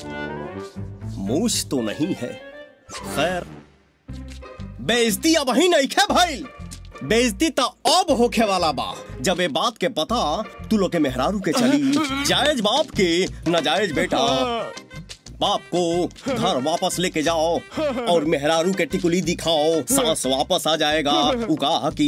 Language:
Bhojpuri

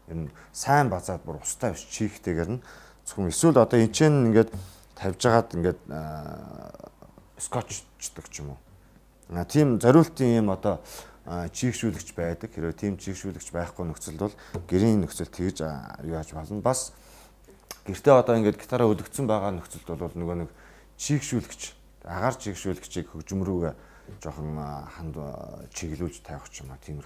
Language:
Mongolian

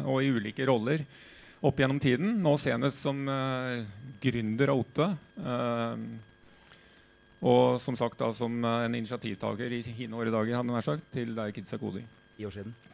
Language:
Norwegian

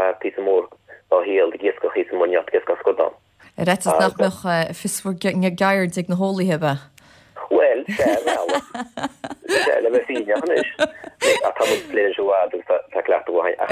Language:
Irish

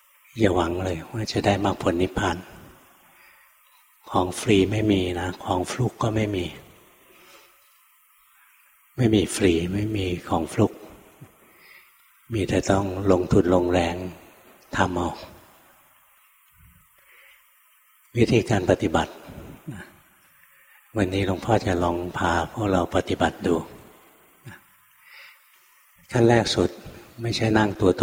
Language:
Thai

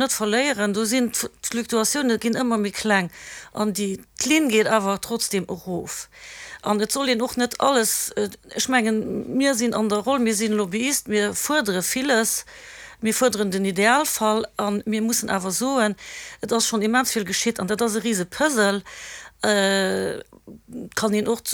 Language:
Luxembourgish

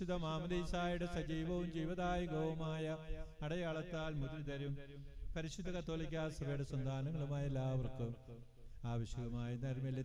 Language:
Malayalam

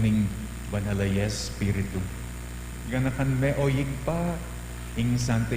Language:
Pampanga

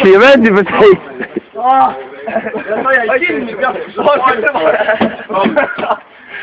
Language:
Estonian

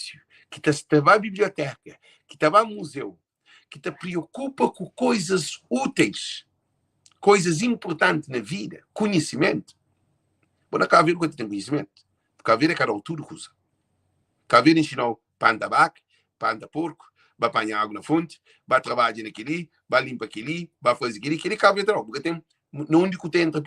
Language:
Kabuverdianu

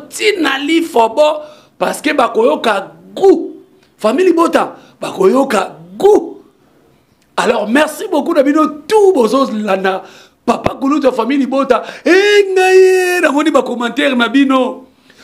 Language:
Lingala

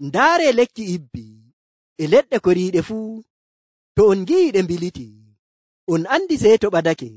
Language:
Nigerian Fulfulde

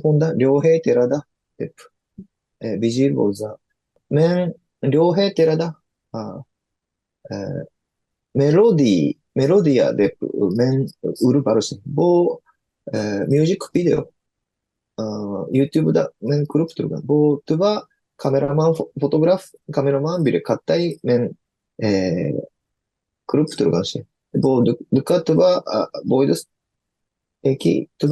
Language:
Tuvinian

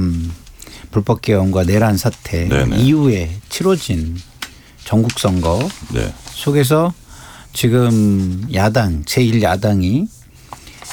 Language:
Korean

